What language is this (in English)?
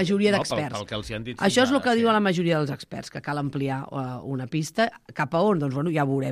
Catalan